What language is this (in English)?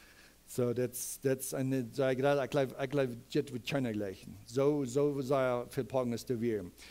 Plautdietsch